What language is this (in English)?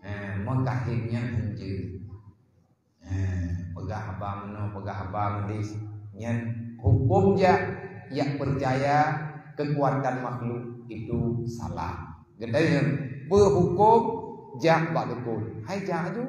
Achinese